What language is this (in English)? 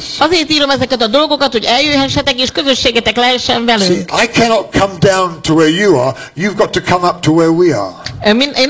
Hungarian